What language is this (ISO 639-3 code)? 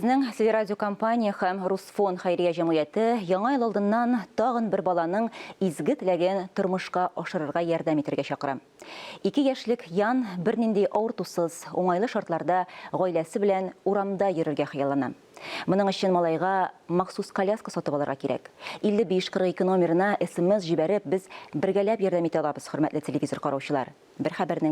tat